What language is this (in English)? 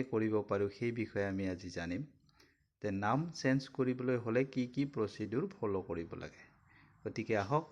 Assamese